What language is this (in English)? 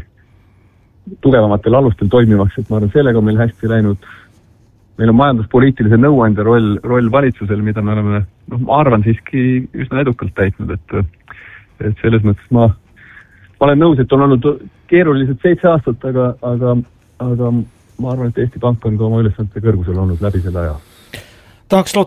Estonian